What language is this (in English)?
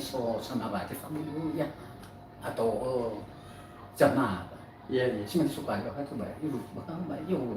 Nias